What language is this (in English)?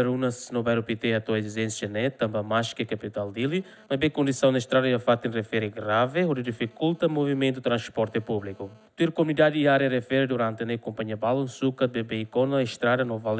Tetum